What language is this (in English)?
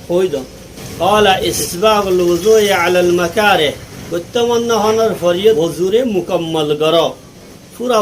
Rohingya